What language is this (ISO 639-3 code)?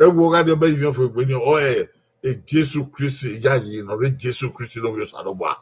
bin